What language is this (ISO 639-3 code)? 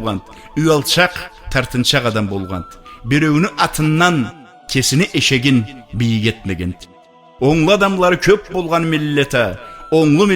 krc